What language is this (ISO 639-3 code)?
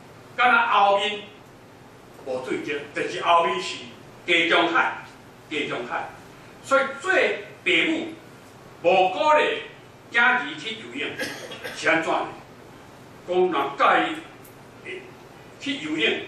nan